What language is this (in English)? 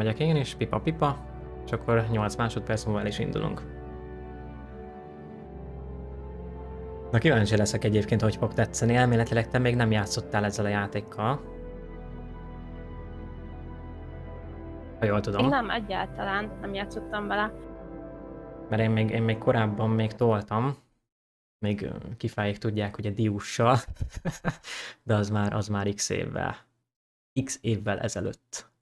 Hungarian